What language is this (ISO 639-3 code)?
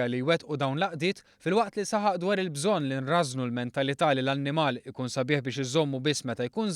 mlt